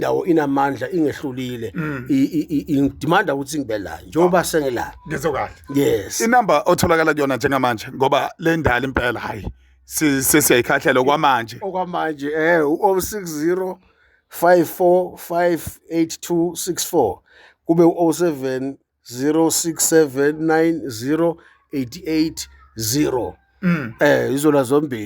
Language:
Zulu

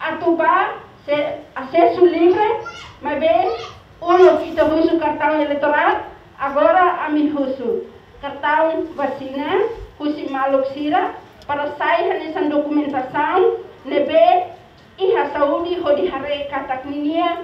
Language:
Tetum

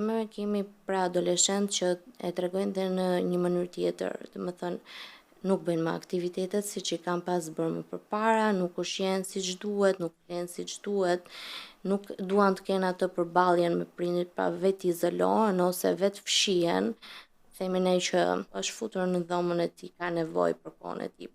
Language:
Albanian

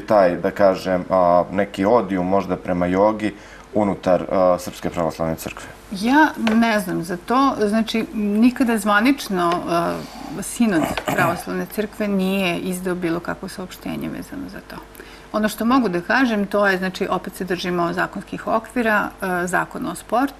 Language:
Serbian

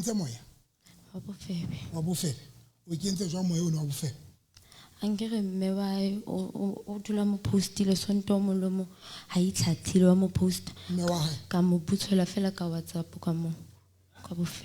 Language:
Southern Sotho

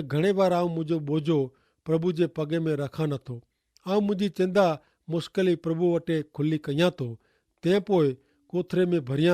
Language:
Kachhi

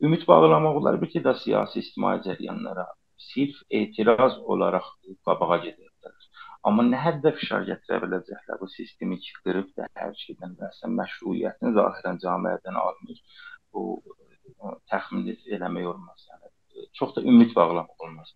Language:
South Azerbaijani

